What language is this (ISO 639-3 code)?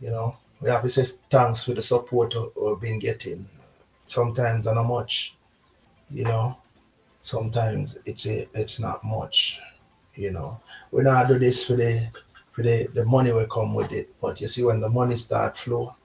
jam